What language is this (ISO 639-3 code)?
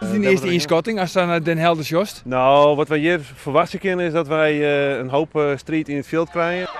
fry